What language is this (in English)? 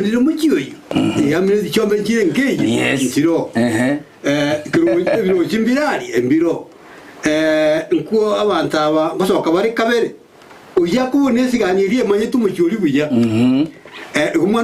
Gusii